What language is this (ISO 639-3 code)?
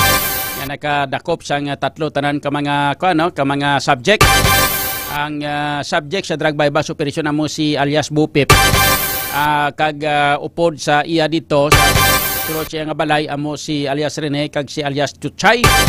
hil